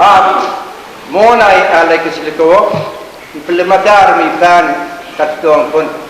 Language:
Pohnpeian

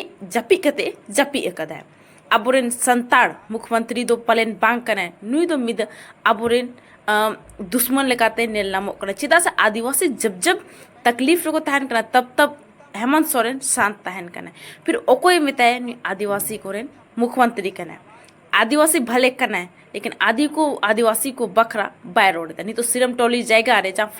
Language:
Santali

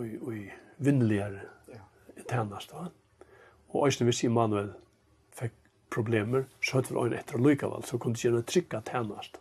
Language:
Faroese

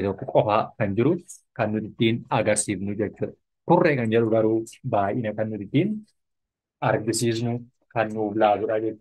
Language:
Oromo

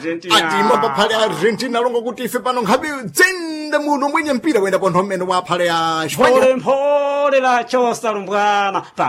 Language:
Sena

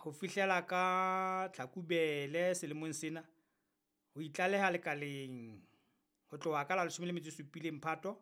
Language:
Southern Sotho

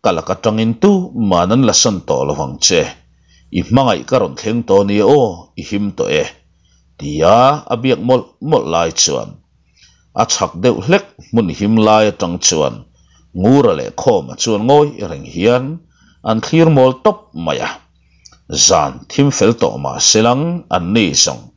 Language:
Mizo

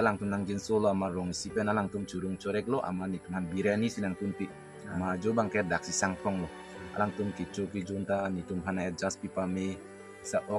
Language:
Karbi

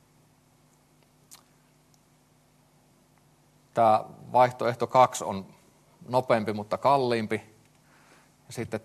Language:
Finnish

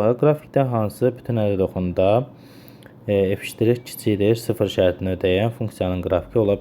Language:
Azerbaijani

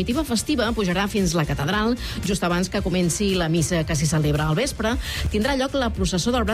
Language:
Catalan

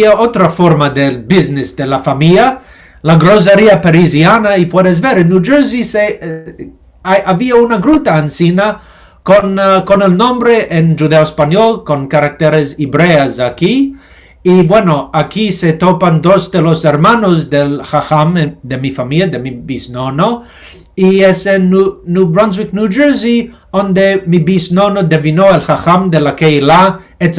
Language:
Ladino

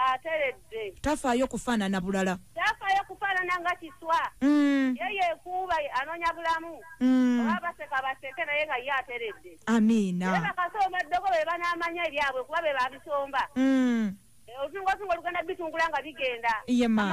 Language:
Ganda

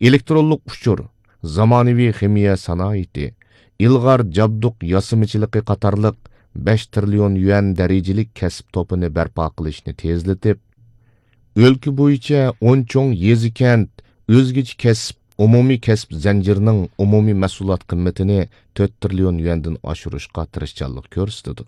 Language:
Uyghur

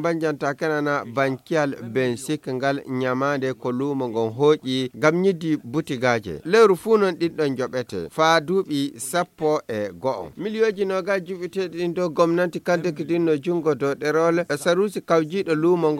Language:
Fula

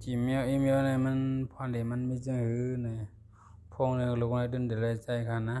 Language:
Shan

